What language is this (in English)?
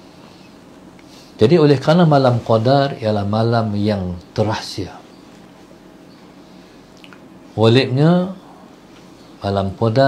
Malay